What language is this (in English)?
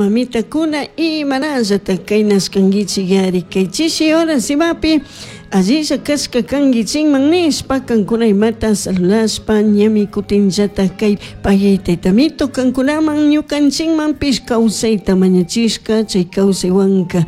Chimborazo Highland Quichua